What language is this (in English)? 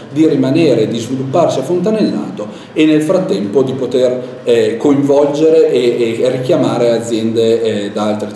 Italian